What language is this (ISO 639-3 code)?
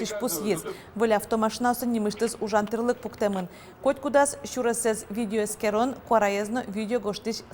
udm